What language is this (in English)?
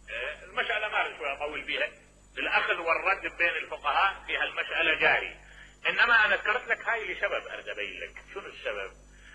Mesopotamian Arabic